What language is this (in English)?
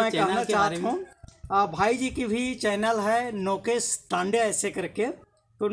Chhattisgarhi